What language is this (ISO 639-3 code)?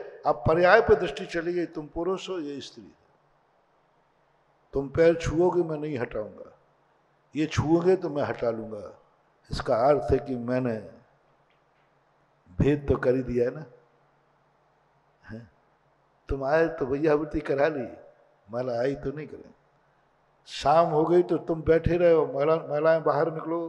hin